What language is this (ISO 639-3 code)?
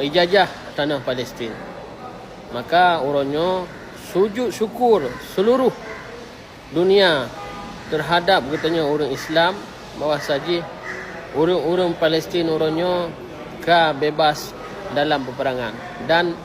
ace